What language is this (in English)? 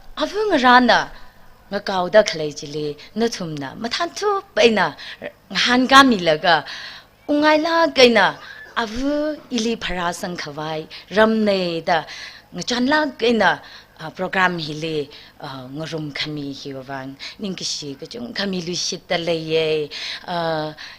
Tangkhul Naga (India)